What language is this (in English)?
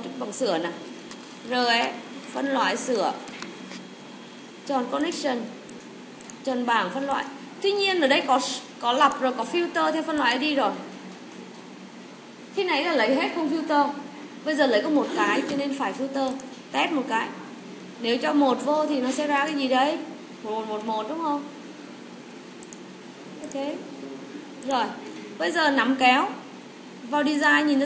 Vietnamese